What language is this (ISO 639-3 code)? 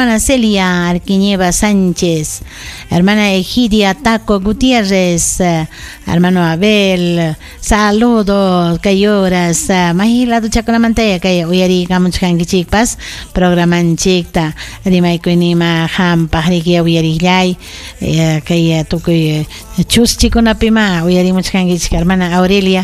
quy